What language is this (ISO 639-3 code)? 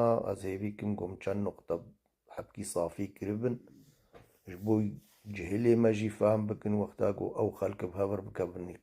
kur